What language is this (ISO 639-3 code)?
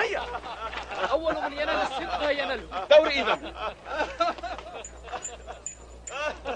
ara